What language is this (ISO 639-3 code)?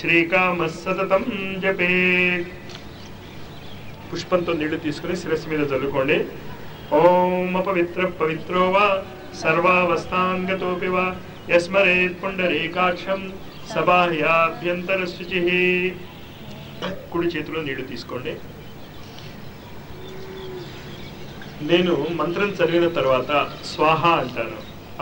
tel